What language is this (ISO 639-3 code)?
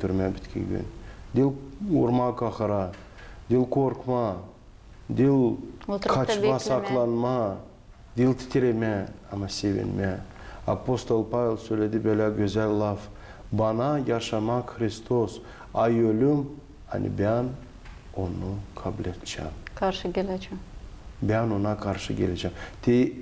gag